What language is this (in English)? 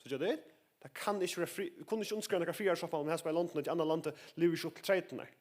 Faroese